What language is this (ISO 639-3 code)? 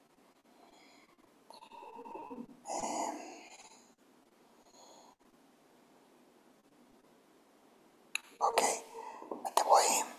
heb